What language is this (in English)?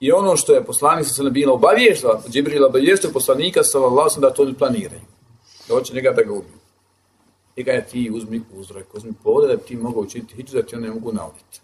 Bosnian